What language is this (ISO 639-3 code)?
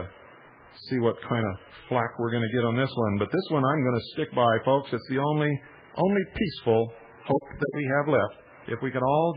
eng